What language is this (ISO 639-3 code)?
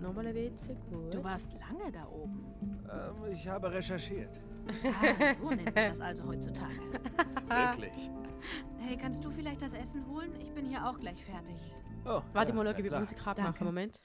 gsw